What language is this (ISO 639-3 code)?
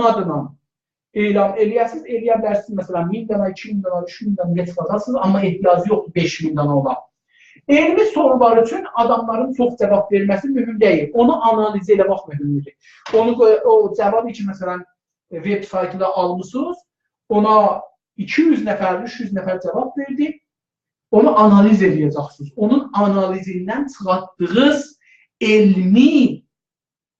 azb